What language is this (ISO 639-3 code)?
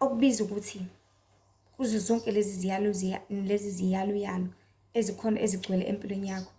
zul